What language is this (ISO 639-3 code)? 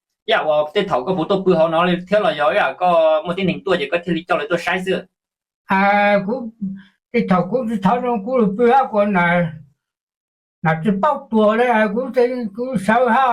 hmn